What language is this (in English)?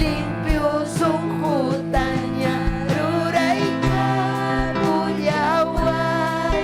Ayacucho Quechua